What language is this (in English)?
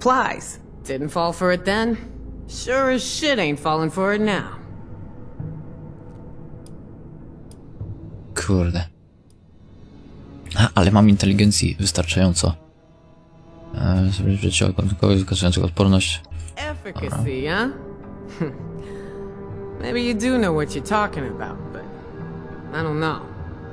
Polish